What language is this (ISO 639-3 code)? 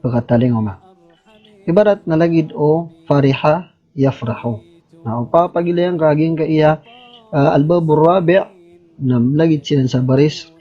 mrw